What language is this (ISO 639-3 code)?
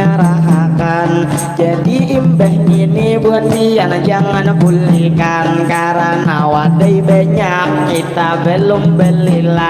bjn